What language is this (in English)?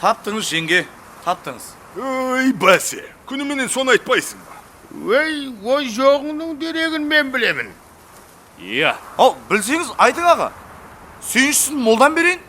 Kara-Kalpak